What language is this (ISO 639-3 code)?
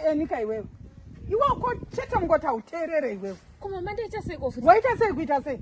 sna